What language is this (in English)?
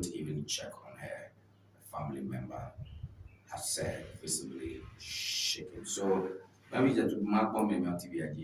Ewe